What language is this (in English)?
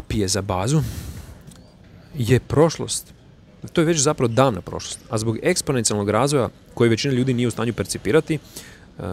Croatian